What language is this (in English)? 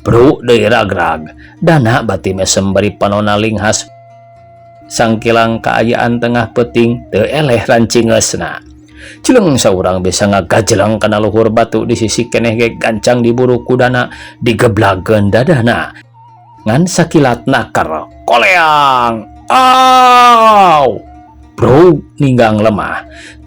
Sundanese